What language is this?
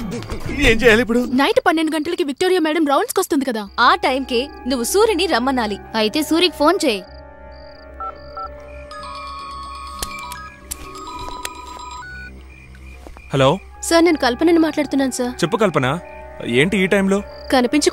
Telugu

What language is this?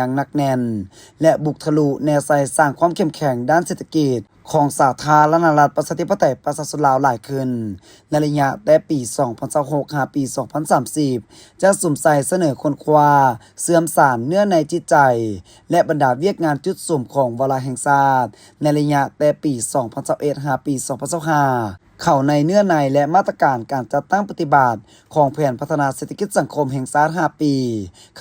Lao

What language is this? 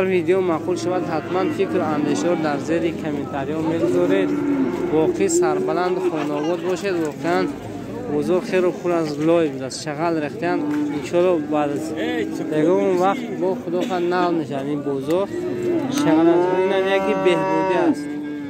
Tajik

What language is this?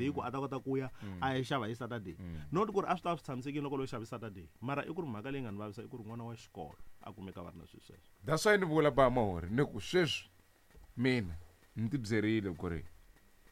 Tsonga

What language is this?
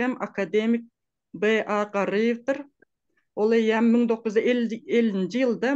Turkmen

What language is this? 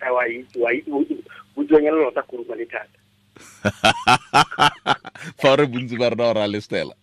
Tswana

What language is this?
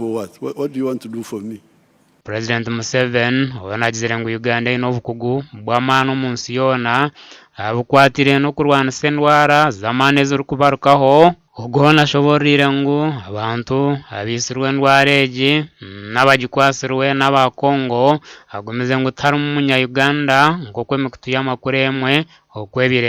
Nyankole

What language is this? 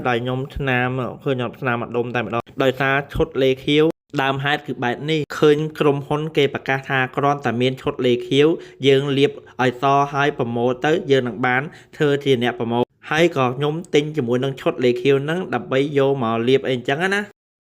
Khmer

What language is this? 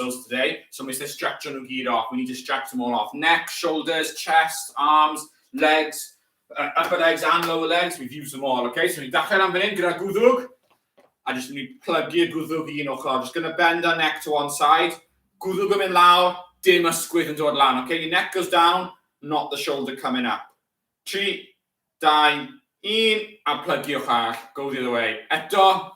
Welsh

